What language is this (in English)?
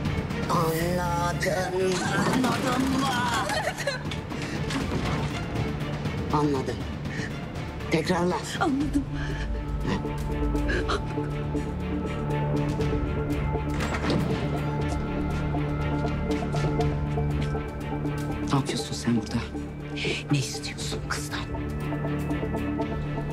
Turkish